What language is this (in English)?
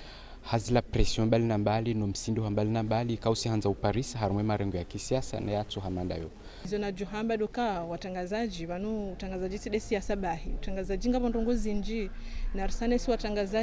Ngazidja Comorian